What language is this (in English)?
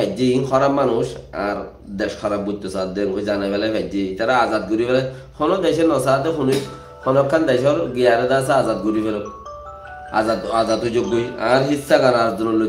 Rohingya